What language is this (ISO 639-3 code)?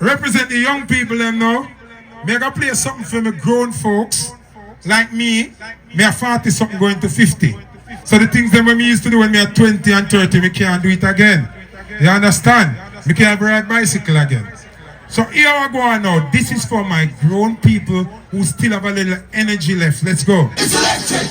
jam